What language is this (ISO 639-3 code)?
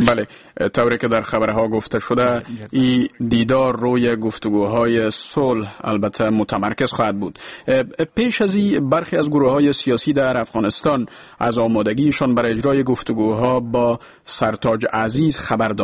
fas